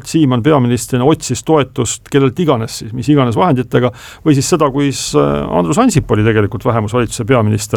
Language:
Estonian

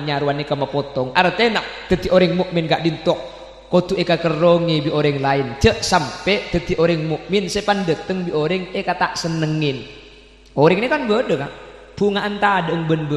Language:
Madurese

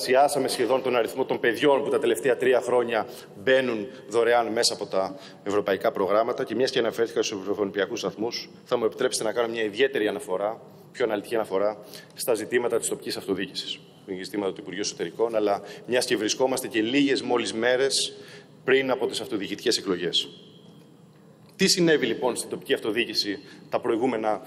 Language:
Greek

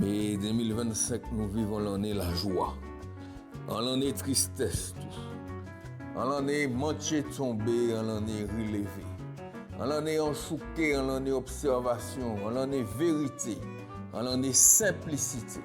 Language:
Guadeloupean Creole French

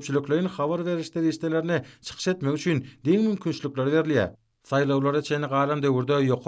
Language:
Turkmen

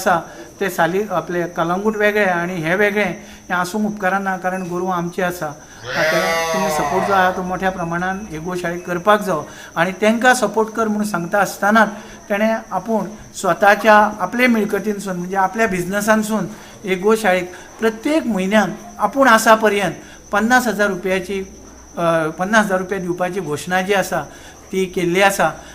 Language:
Konkani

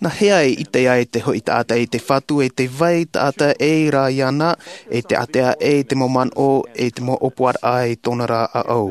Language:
Tahitian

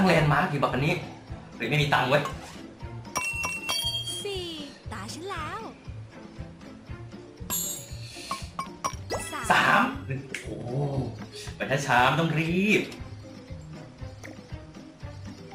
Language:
Thai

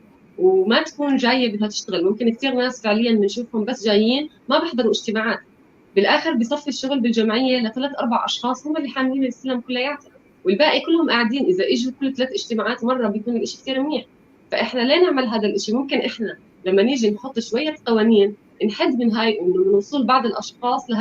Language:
North Levantine Arabic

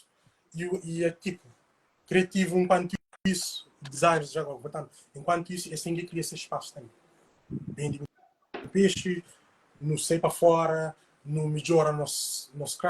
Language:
Kabuverdianu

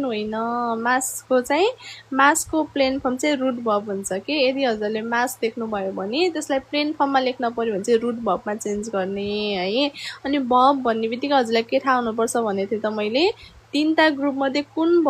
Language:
Nepali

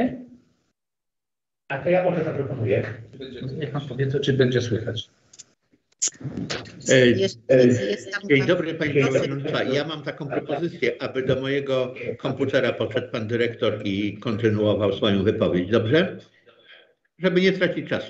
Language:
Polish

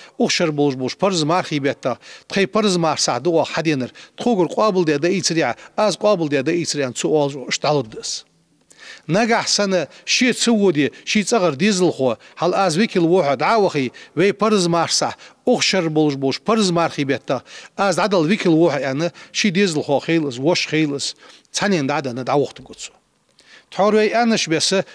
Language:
Ingush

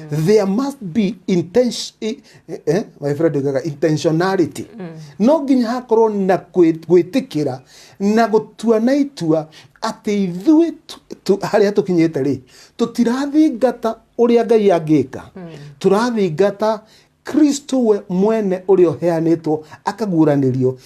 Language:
Kikuyu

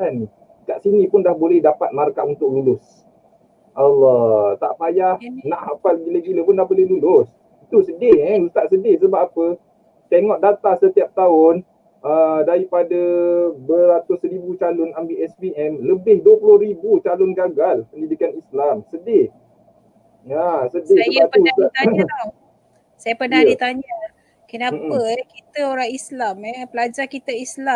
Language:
Malay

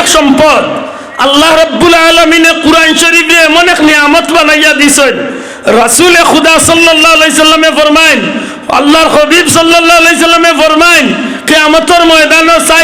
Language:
Sylheti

